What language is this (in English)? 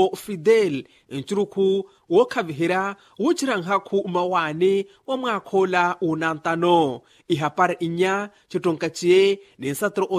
Makhuwa